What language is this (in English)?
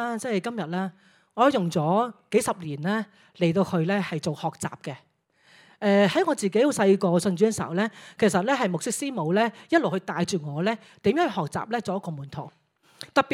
Cantonese